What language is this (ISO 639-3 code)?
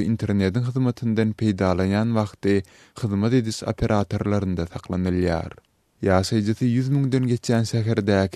tuk